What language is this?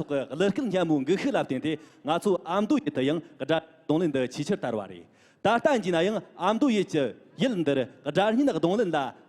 Tibetan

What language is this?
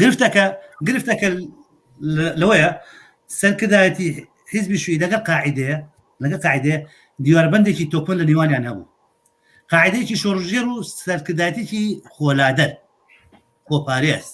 Central Kurdish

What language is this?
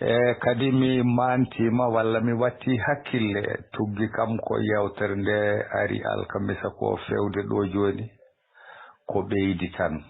Fula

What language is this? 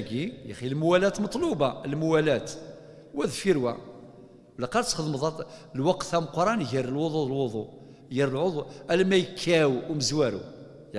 Kabyle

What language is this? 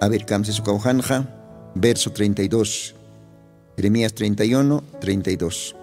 Aymara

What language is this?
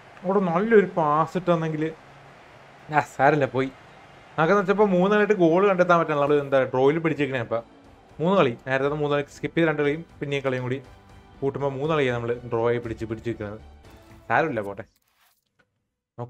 Malayalam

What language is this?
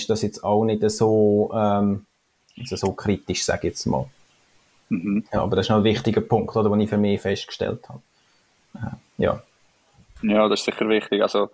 Swiss German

